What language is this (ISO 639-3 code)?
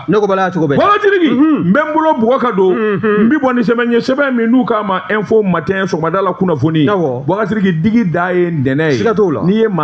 bam